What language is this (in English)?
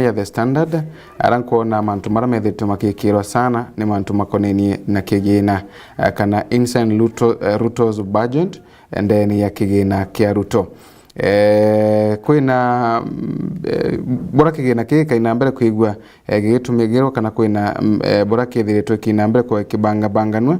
Meru